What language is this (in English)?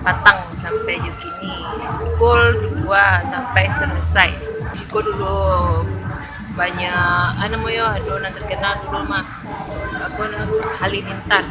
Minangkabau